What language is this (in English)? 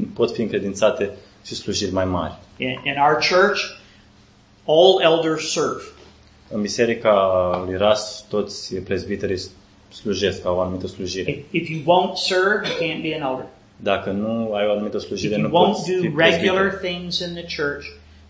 Romanian